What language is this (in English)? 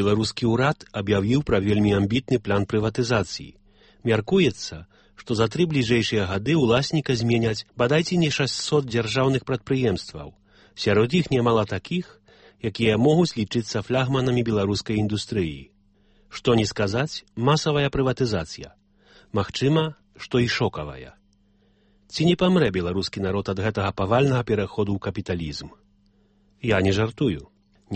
Belarusian